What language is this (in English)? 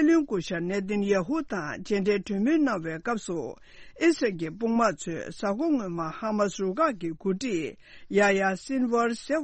Tibetan